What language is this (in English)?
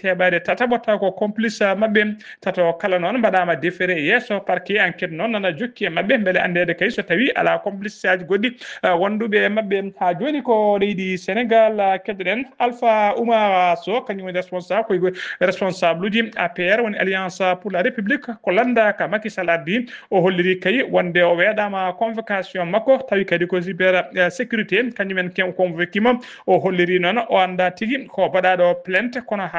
Fula